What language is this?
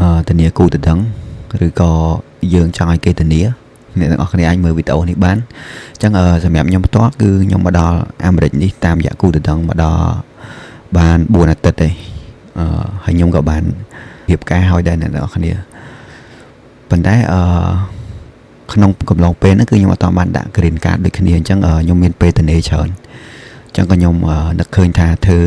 Khmer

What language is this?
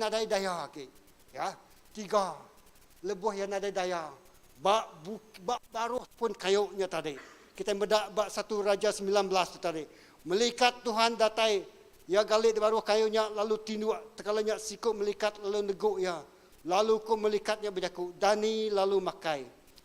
Iban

